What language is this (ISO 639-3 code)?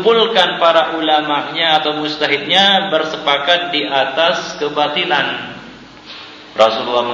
ind